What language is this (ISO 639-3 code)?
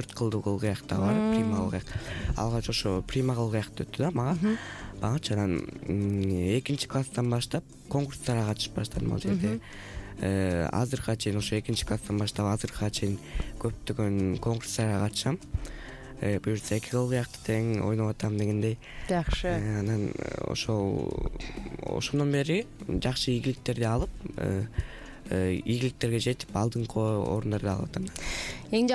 kir